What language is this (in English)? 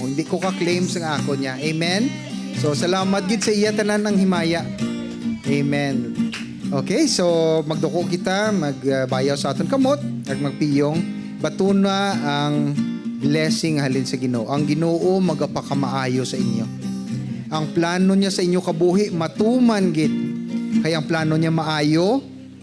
Hiligaynon